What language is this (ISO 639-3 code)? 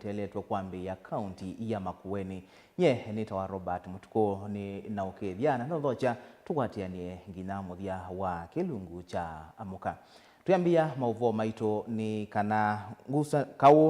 kam